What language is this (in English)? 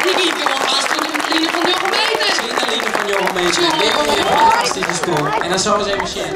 Western Frisian